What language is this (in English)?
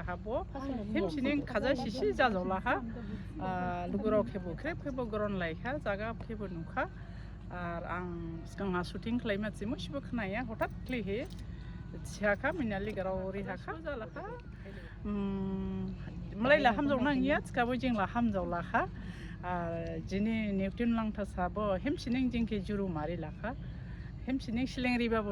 Dimasa